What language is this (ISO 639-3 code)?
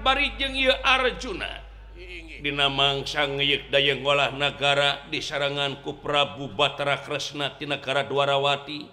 sun